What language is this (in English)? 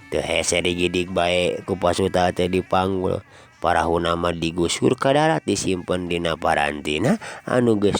Sundanese